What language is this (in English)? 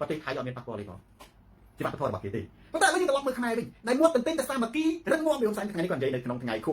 Khmer